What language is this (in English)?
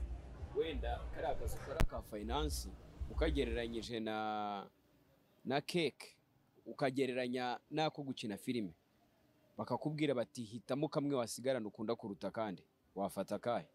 Kinyarwanda